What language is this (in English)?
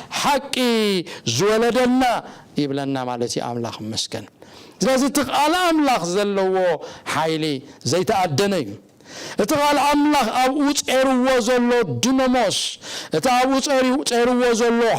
Tigrinya